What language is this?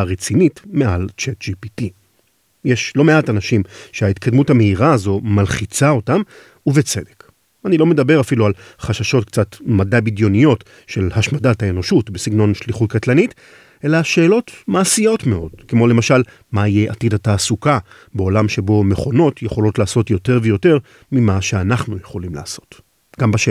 Hebrew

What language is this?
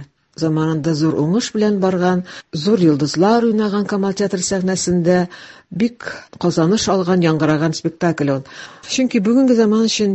Tatar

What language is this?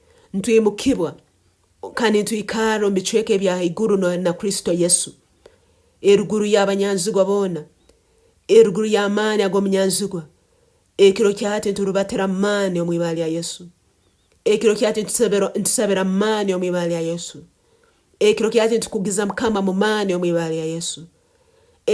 Nyoro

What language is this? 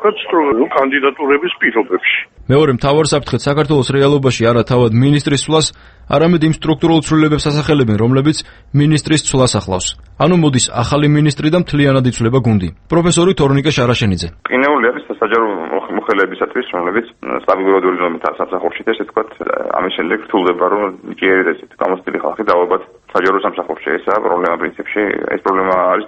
Georgian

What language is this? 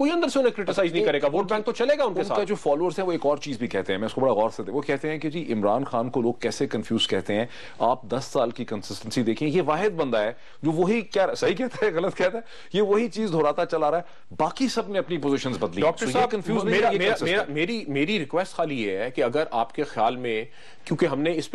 Urdu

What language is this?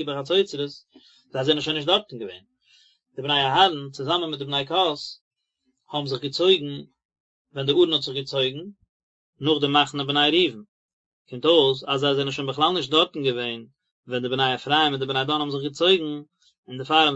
Yiddish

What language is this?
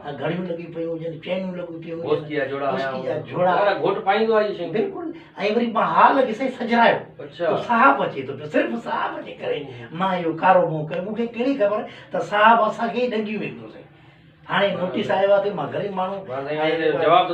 Sindhi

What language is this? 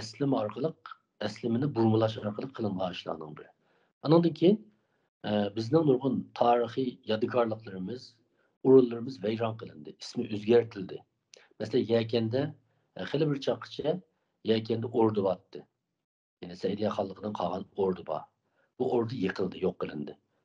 Uyghur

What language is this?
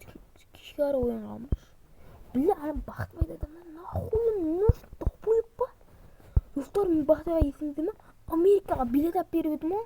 Kazakh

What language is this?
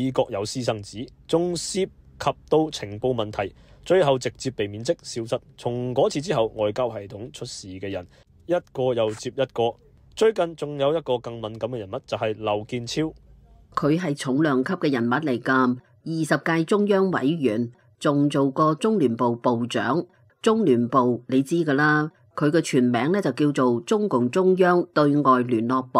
Cantonese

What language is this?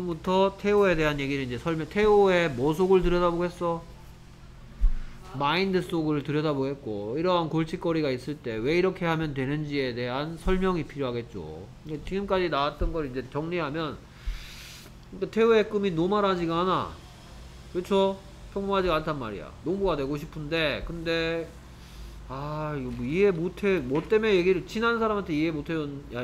Korean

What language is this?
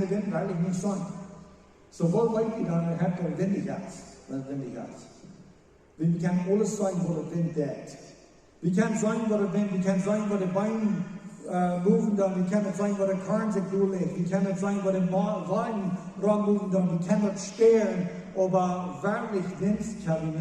Plautdietsch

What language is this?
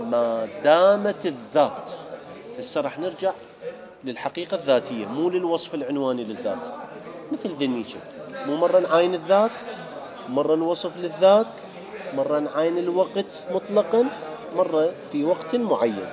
Mesopotamian Arabic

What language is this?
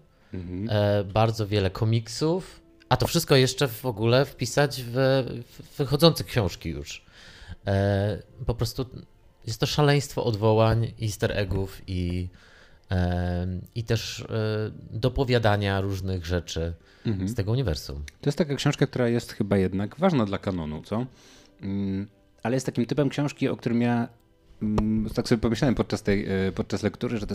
Polish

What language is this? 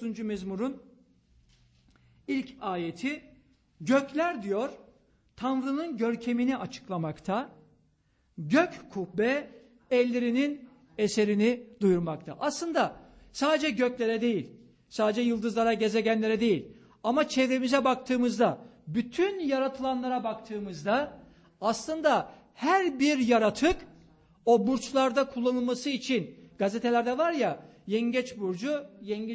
Turkish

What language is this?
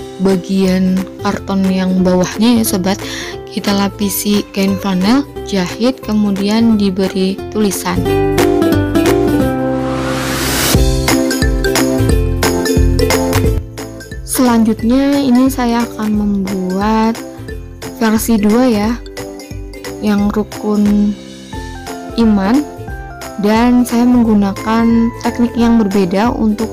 Indonesian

